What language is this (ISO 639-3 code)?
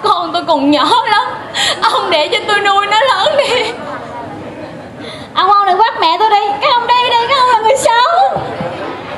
vie